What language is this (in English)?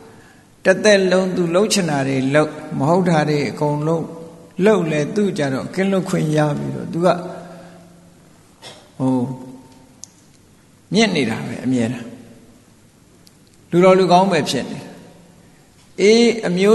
Burmese